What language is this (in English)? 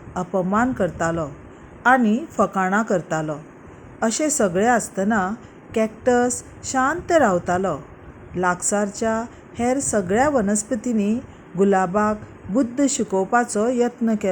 Konkani